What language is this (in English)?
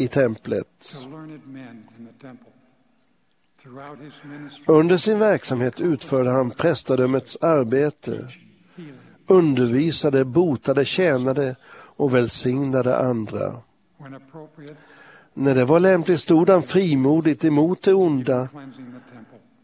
Swedish